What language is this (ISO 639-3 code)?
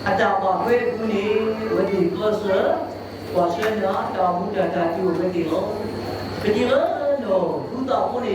ksw